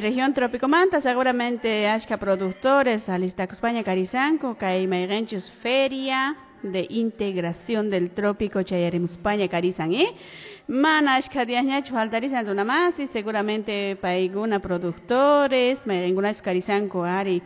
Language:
Quechua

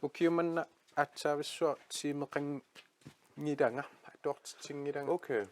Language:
Kalaallisut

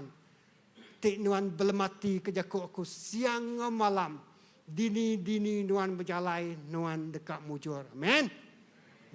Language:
Iban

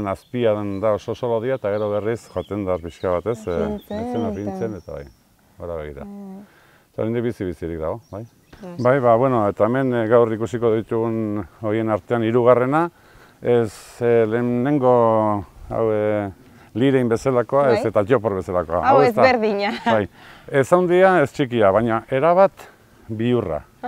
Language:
Basque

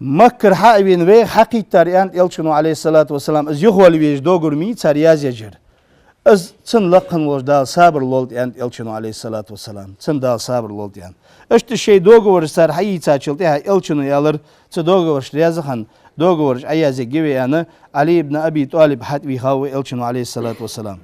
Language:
Ingush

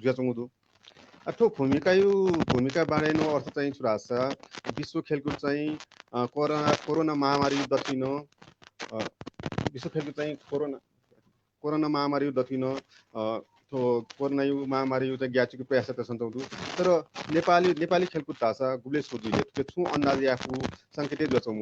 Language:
Newari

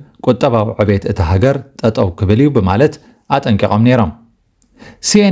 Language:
Tigrinya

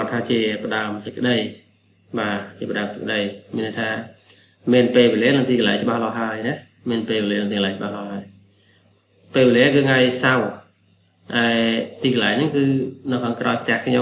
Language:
Khmer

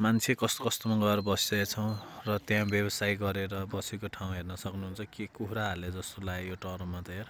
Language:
Nepali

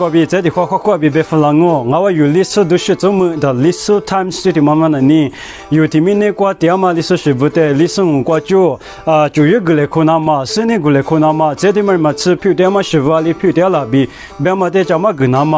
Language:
Lisu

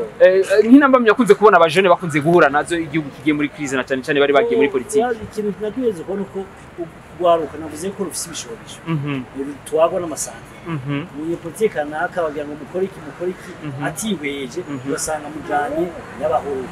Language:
Rundi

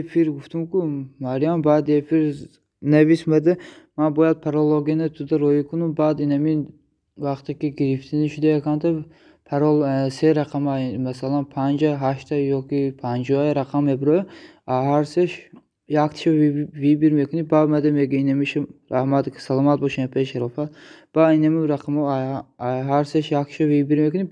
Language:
Tajik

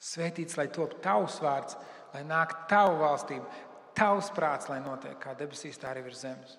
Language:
Latvian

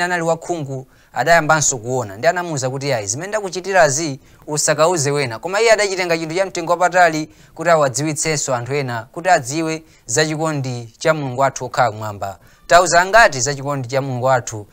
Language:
Nyanja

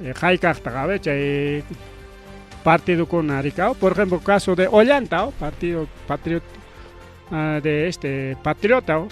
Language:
Ayacucho Quechua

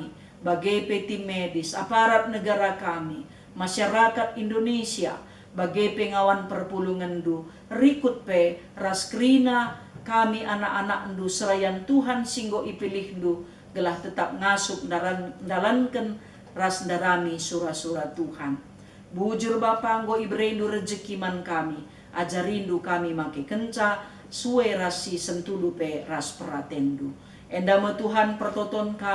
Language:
Batak Karo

